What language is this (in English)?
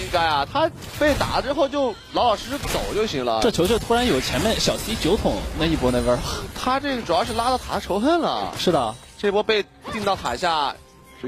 Chinese